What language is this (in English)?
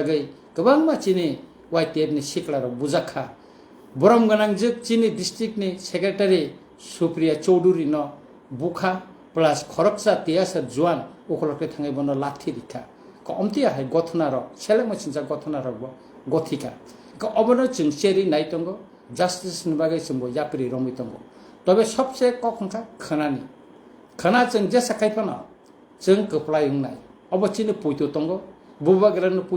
Kok Borok